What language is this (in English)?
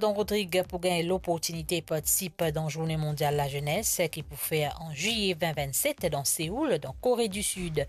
Morisyen